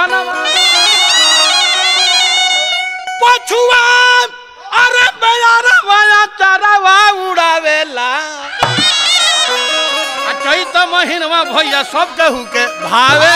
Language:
Bhojpuri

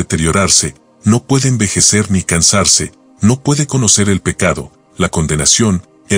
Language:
Spanish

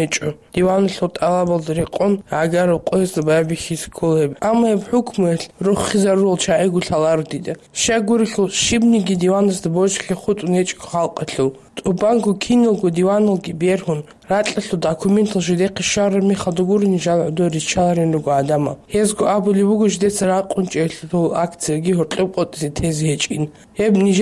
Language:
Avaric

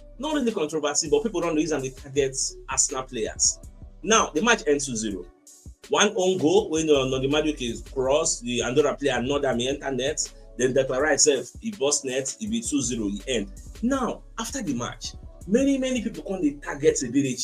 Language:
Nigerian Pidgin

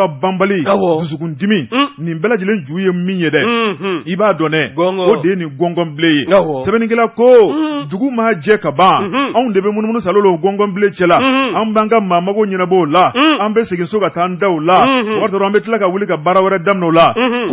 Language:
Bambara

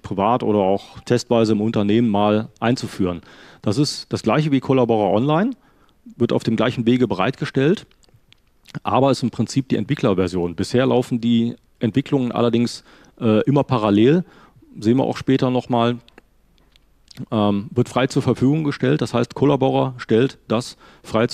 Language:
German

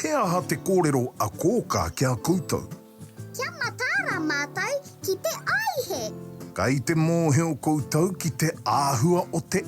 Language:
Māori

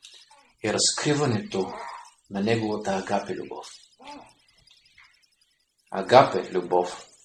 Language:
Bulgarian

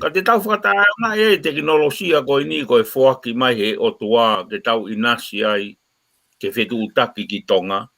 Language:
Tongan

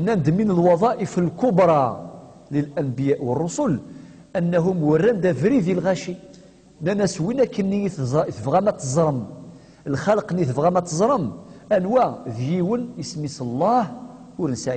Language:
Kabyle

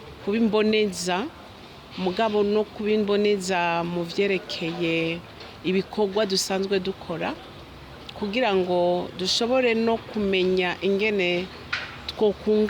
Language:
Rundi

